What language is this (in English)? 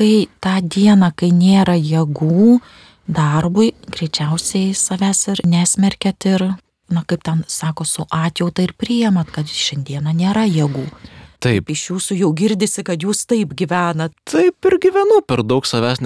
Lithuanian